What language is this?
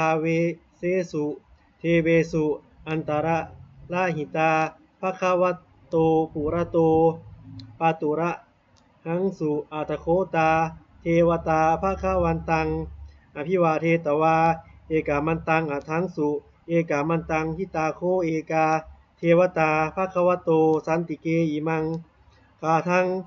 Pali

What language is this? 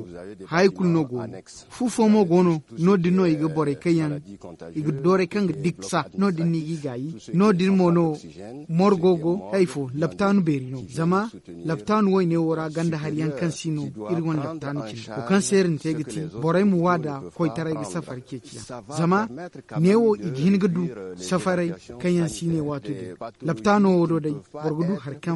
Zarma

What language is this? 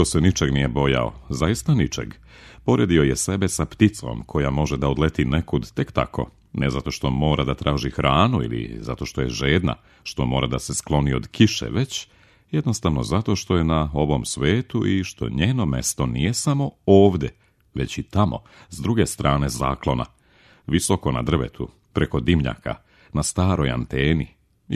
Serbian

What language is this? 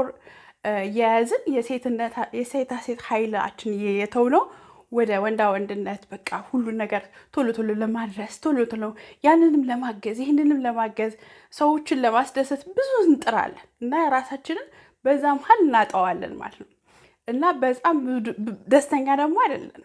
Amharic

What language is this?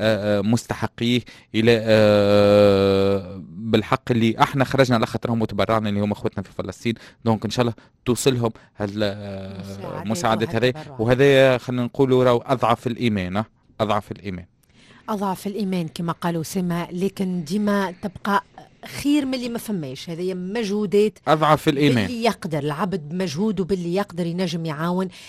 Tunisian Arabic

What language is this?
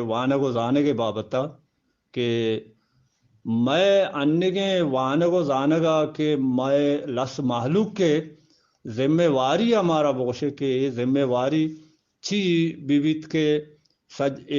Eastern Balochi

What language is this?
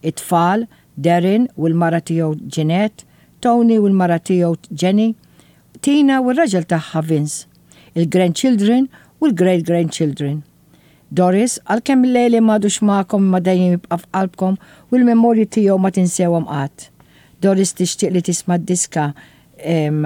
Maltese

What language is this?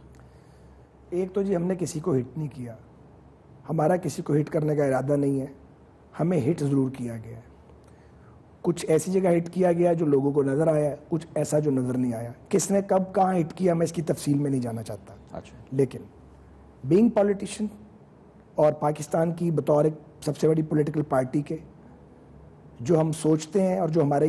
Urdu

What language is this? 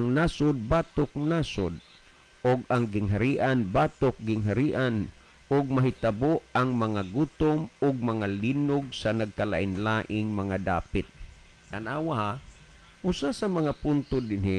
Cebuano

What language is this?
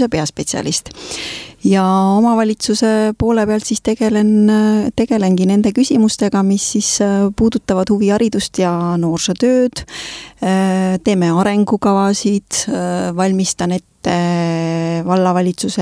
Estonian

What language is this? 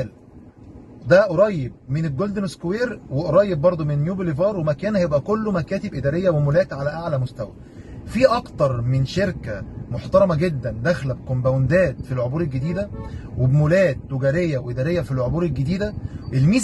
Egyptian Arabic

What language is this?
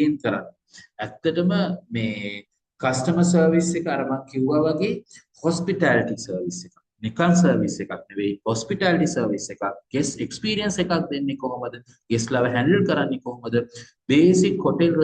Sinhala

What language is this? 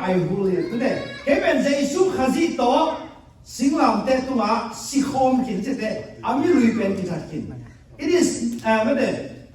Tedim Chin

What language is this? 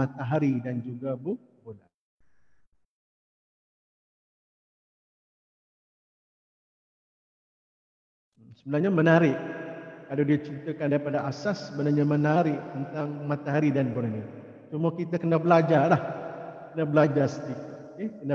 Malay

